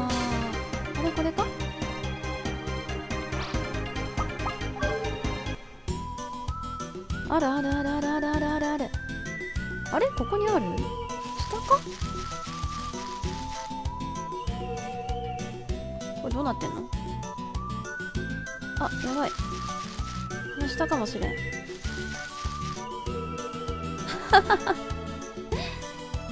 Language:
Japanese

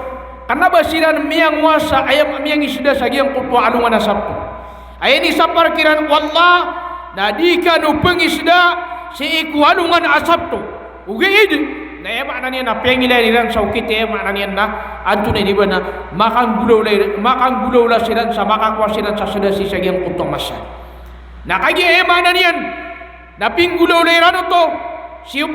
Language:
Maranao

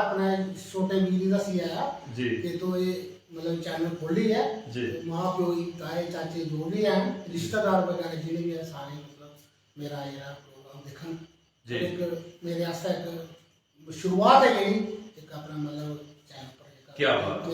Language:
Dogri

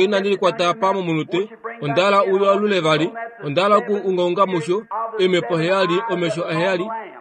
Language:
Kuanyama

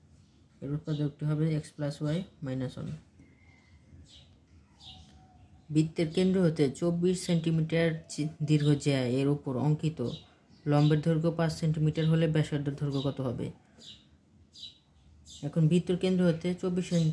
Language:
Bangla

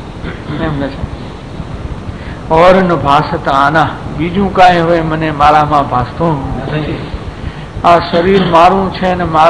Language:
Gujarati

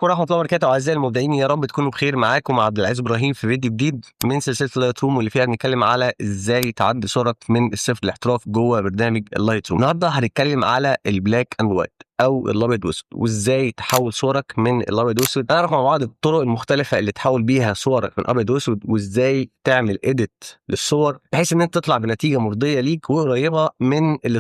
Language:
Egyptian Arabic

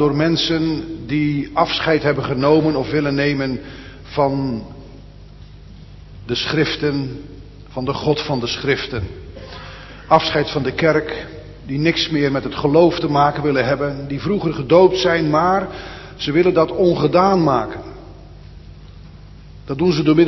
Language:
Dutch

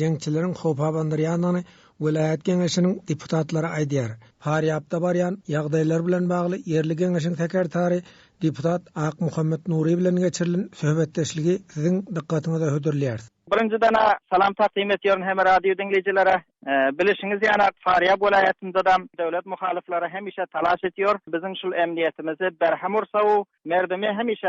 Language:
Turkmen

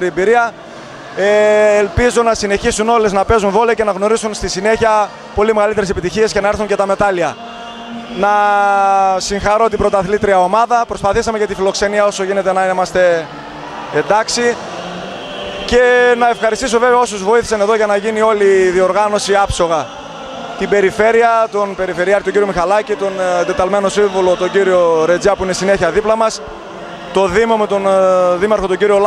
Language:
Greek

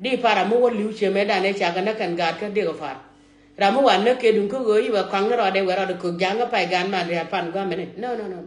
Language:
Nuer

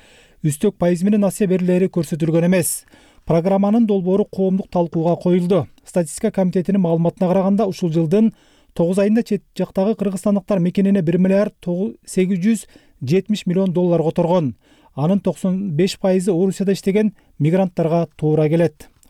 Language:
Kyrgyz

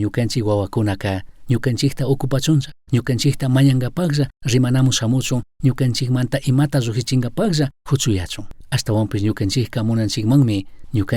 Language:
Chimborazo Highland Quichua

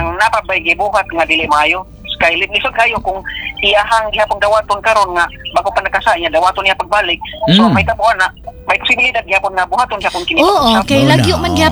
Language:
Cebuano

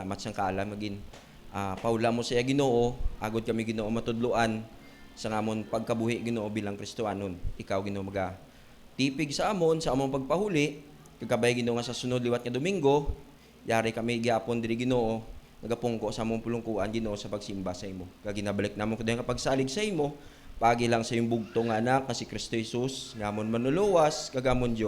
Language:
Hiligaynon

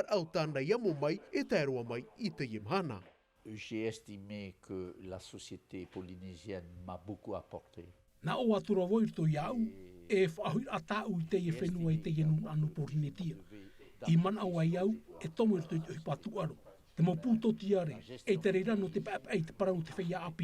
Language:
Tahitian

